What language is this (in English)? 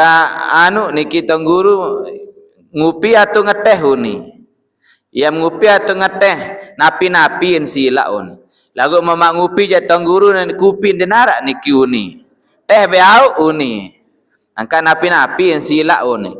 Sasak